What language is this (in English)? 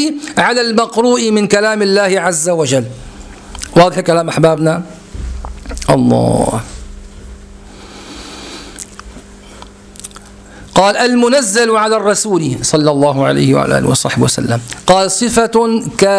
Arabic